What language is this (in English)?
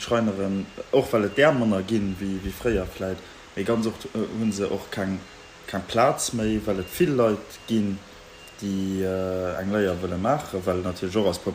Luxembourgish